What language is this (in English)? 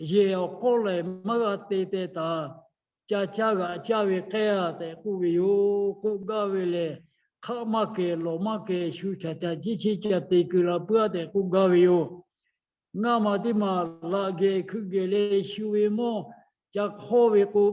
Lahu